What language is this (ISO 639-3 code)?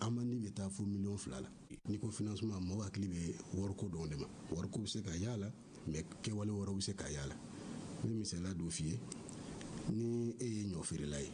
bam